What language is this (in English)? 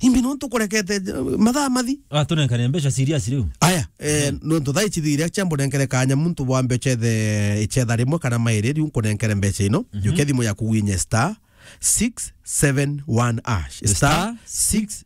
Meru